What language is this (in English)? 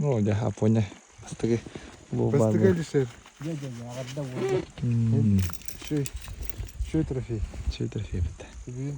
Yakut